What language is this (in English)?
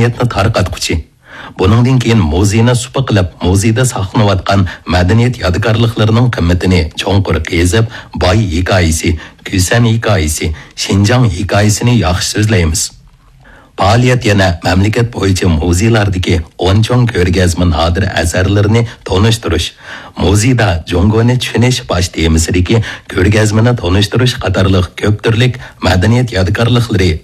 Uyghur